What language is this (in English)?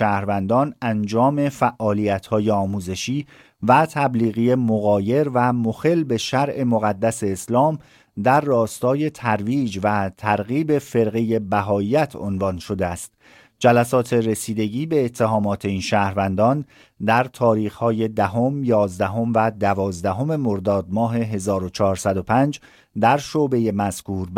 Persian